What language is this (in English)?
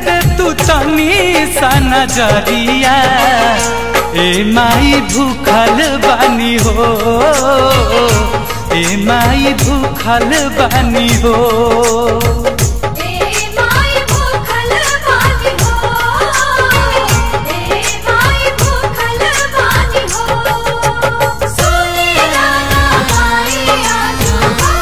Bhojpuri